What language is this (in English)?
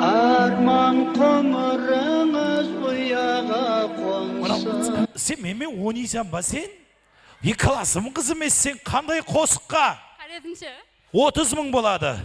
Kara-Kalpak